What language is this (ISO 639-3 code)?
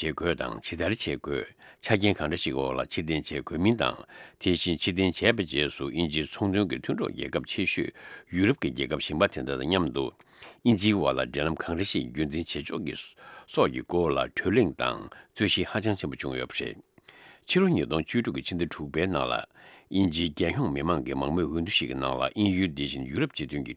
bod